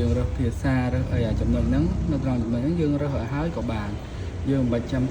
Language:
Khmer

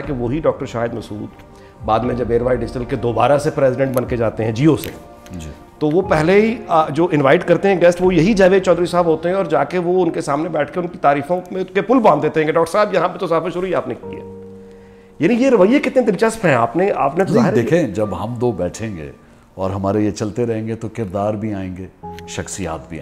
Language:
Urdu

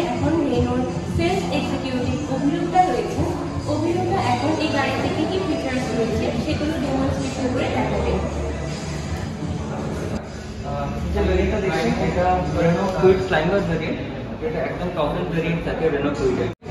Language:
Bangla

